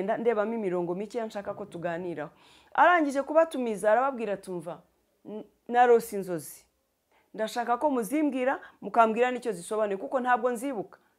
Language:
Kinyarwanda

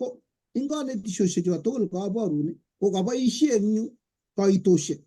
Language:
Kalenjin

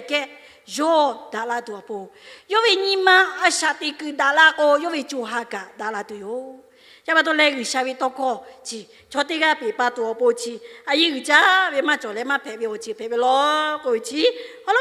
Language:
Lahu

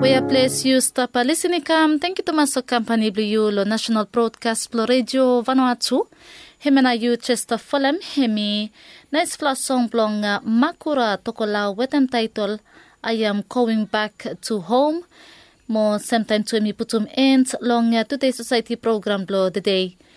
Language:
Bislama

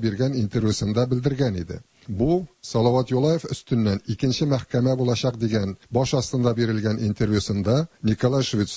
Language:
Tatar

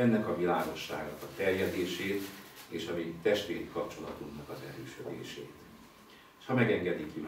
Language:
Hungarian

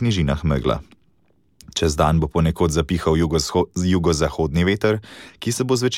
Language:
Slovenian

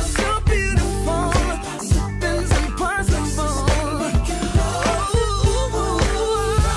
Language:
English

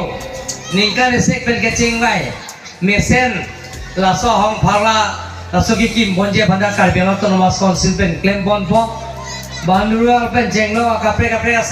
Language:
Karbi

